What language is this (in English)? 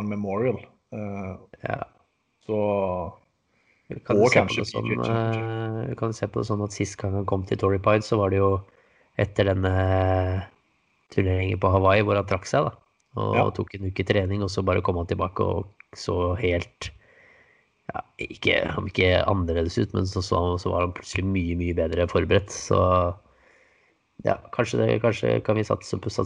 Norwegian